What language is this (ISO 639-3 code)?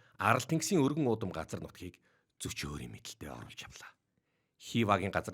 mon